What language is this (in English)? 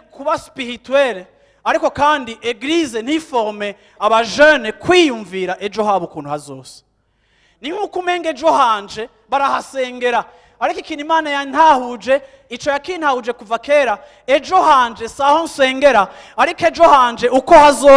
Rundi